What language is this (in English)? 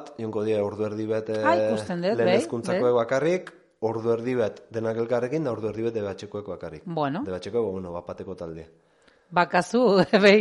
Basque